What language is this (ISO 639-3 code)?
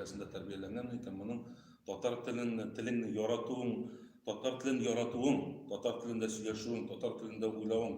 tat